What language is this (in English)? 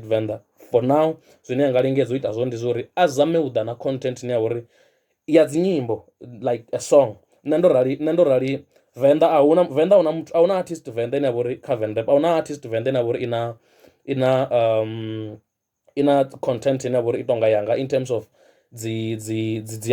Venda